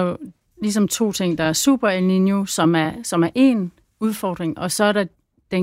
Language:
Danish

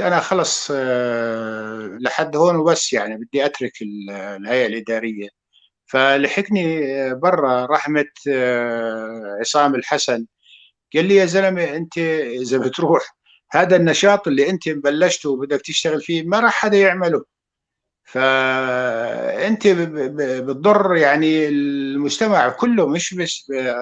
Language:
North Levantine Arabic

